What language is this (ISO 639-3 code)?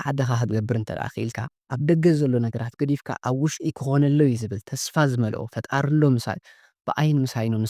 tir